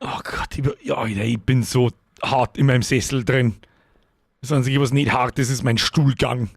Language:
Bavarian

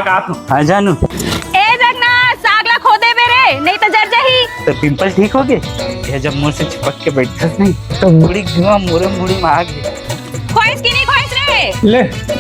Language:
Chhattisgarhi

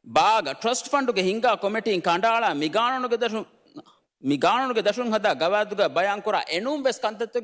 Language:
Divehi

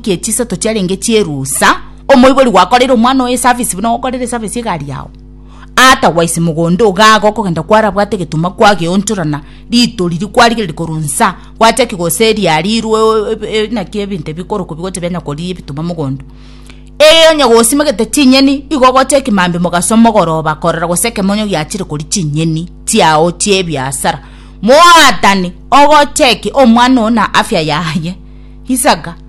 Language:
Gusii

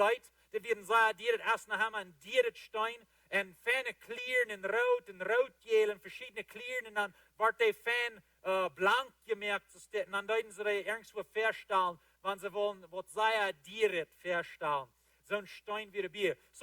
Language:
Plautdietsch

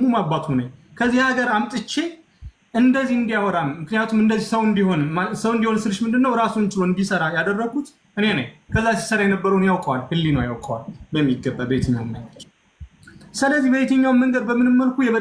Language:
Amharic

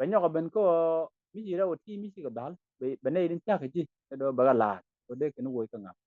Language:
Nuer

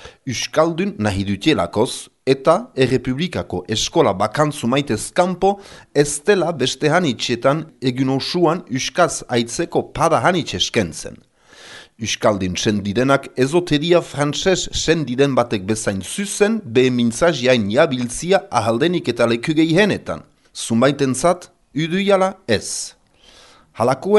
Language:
Basque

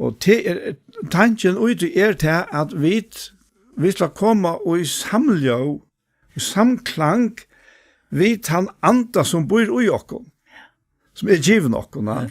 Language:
Faroese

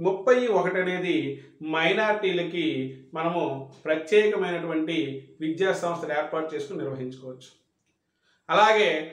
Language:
Telugu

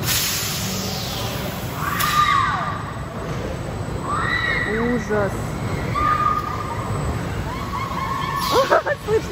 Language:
Russian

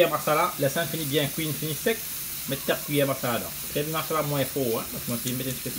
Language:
Morisyen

